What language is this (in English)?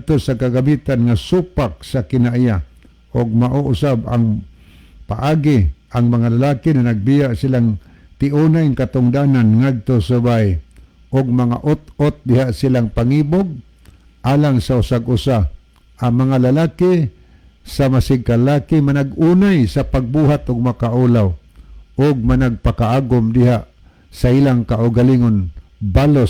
Cebuano